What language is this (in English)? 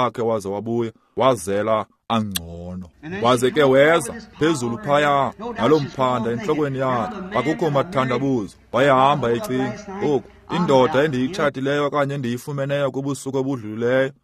Xhosa